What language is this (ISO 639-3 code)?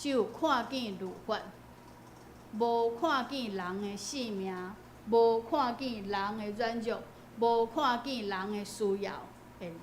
nan